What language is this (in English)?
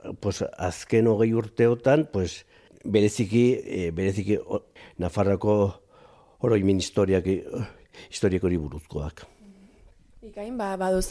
Basque